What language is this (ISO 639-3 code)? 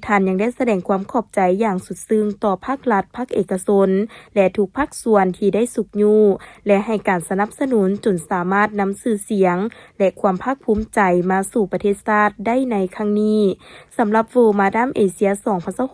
lao